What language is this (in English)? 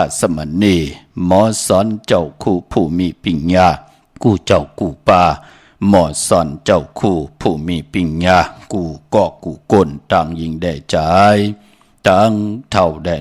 Shan